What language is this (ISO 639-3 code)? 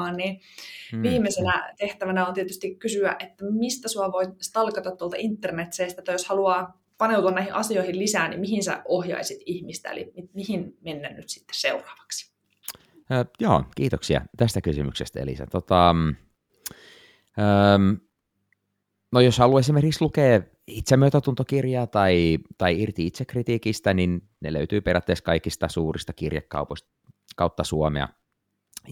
fin